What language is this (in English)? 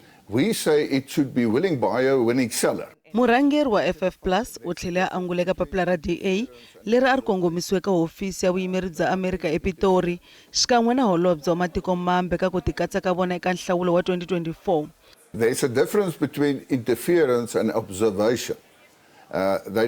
Tsonga